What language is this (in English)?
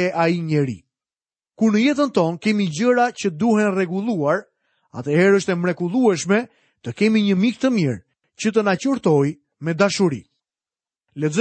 Albanian